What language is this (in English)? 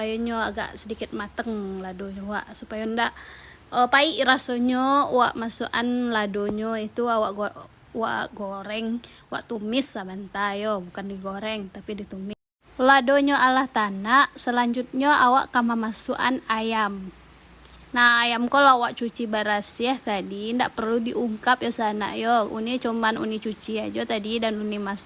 Minangkabau